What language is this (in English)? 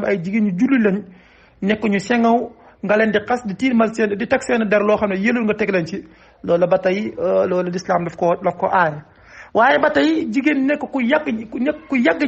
Wolof